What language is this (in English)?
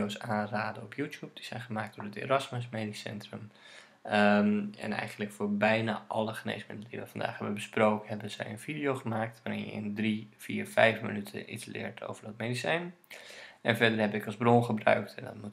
Dutch